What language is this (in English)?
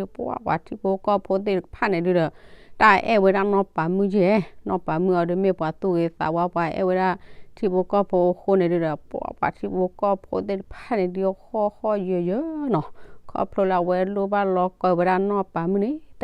S'gaw Karen